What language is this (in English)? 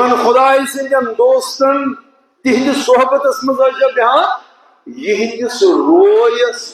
Kashmiri